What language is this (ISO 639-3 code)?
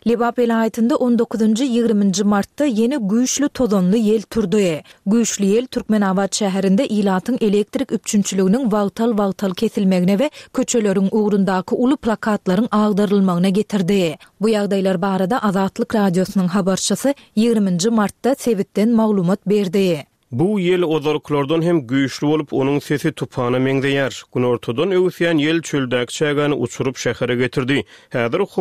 tuk